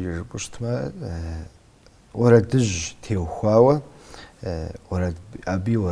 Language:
Kabardian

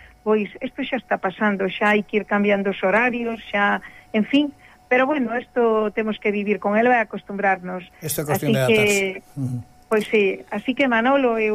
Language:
Galician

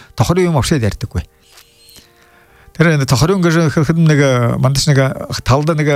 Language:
Buriat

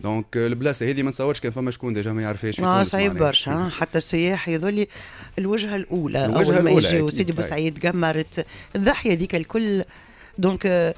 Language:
Tunisian Arabic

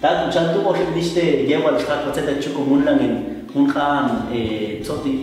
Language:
Popti'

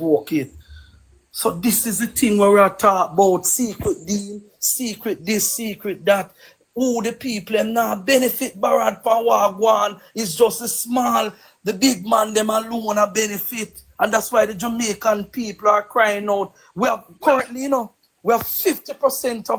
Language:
Jamaican Creole English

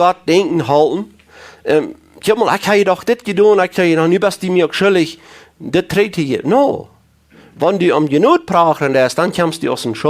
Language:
Plautdietsch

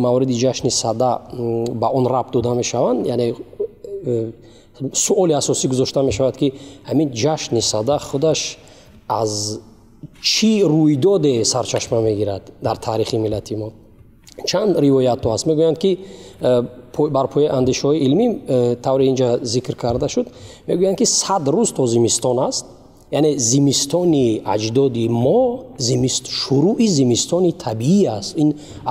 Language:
Tajik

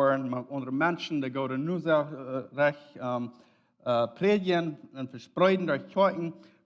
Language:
Plautdietsch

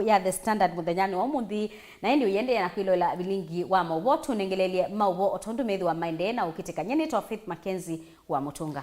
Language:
Kamba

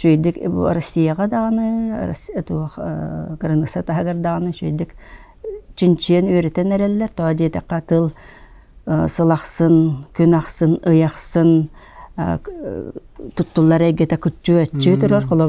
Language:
Yakut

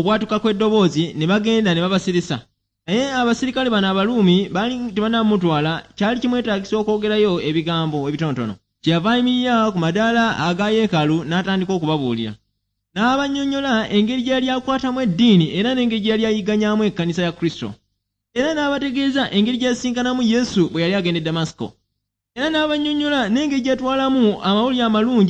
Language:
Ganda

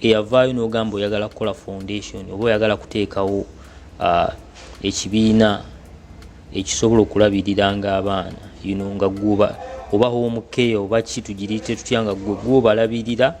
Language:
Ganda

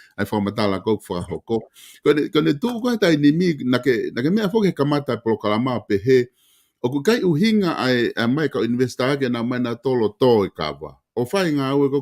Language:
Tongan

